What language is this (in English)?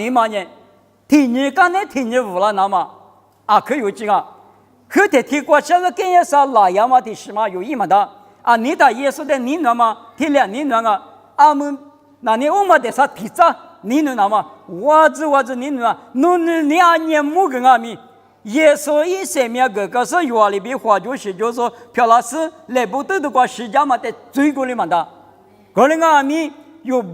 Lisu